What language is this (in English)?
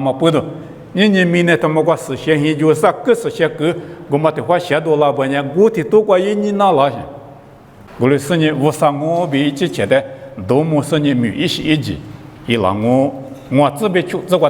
Lisu